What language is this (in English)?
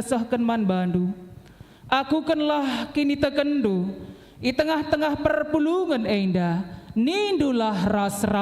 Batak Karo